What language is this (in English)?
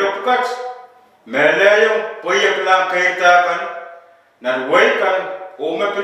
Pohnpeian